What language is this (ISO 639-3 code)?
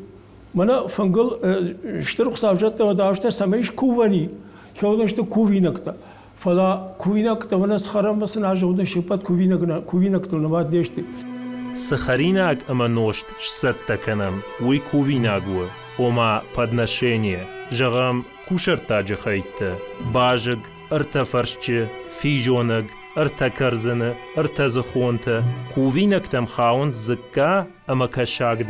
oss